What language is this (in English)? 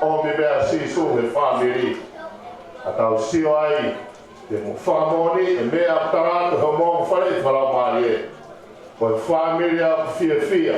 Tongan